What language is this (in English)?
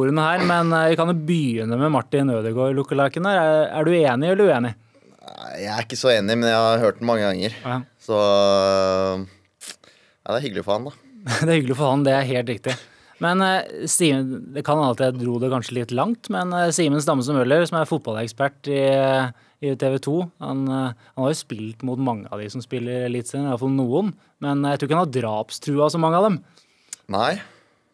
Norwegian